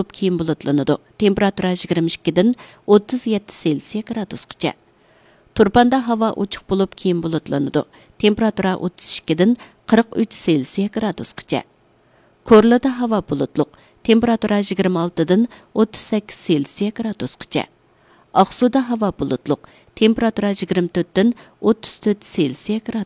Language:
Uyghur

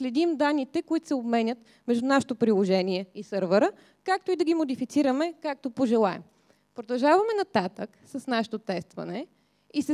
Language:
Bulgarian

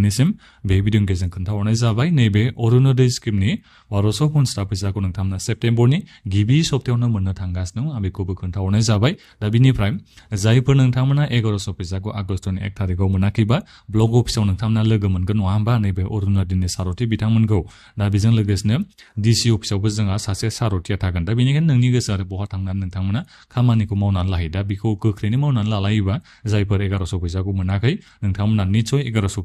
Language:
Bodo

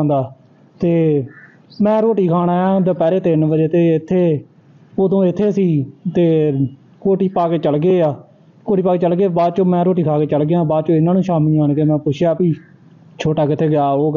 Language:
Punjabi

